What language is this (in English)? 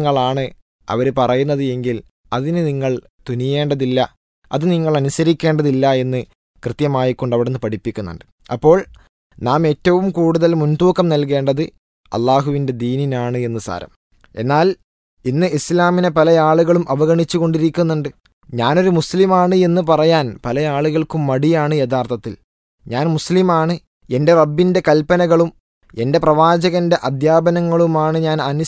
Malayalam